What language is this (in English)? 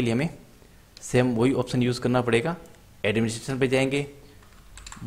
Hindi